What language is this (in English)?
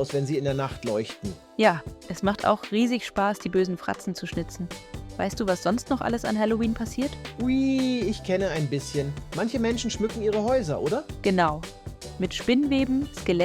Swiss German